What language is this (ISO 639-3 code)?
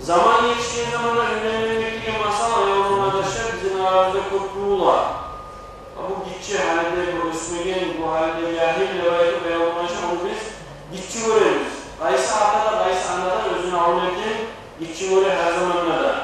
kum